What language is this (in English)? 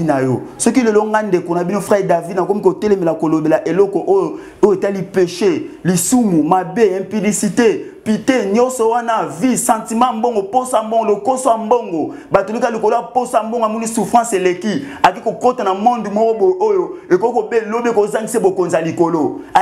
Lingala